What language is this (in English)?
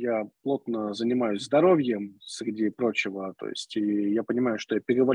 Russian